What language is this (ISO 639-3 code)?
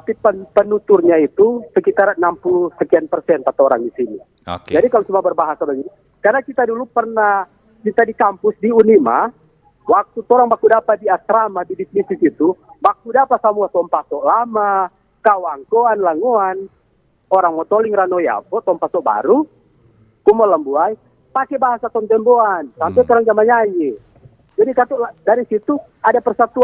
xmm